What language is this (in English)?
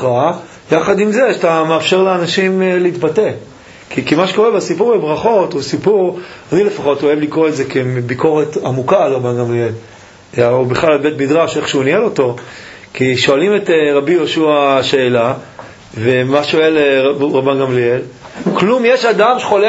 Hebrew